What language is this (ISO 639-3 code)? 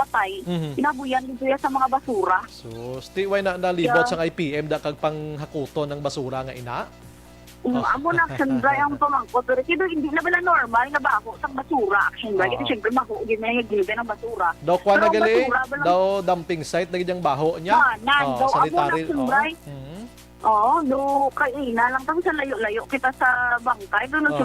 hil